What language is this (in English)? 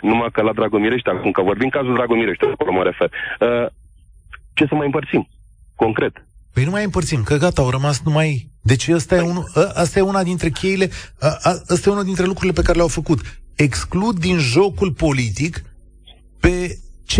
Romanian